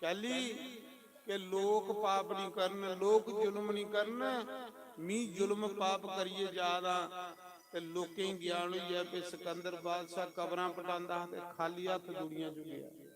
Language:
Dogri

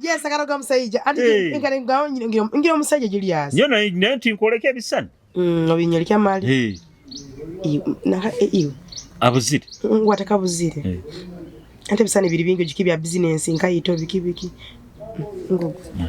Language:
Nyoro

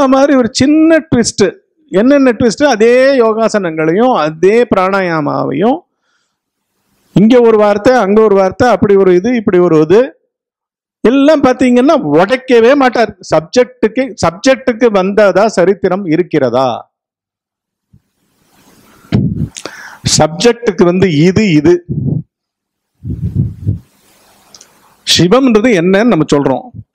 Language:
Tamil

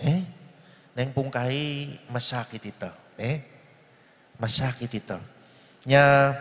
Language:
Pampanga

